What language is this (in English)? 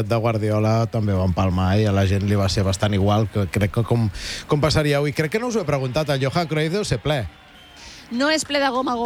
Catalan